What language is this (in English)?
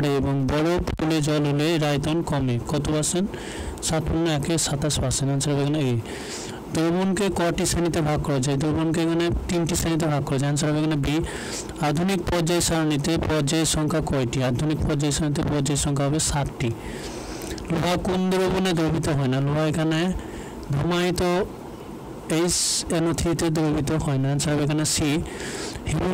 Bangla